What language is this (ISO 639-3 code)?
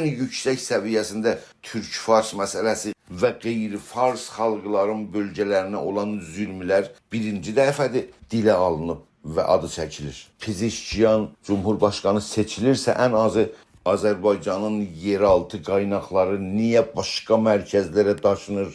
azb